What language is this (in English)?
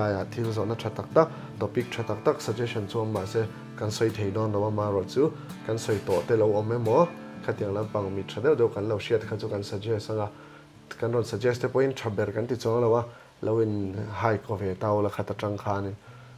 Mizo